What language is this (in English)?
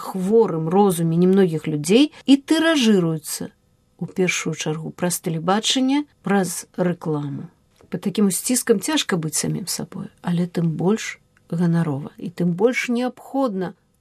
Belarusian